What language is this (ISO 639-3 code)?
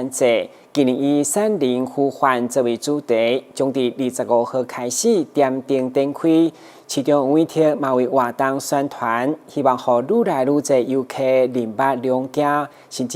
nan